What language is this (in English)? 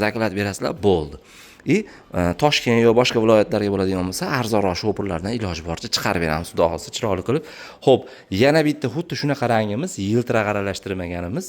Uzbek